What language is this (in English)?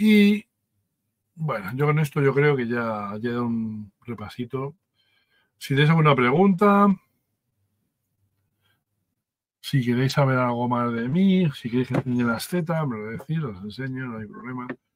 Spanish